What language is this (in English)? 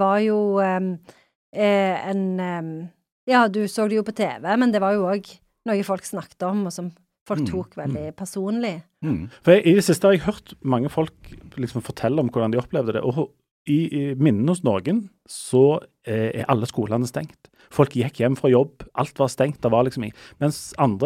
Norwegian